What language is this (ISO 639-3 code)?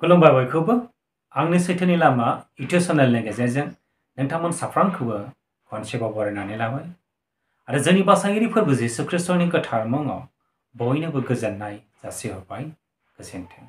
brx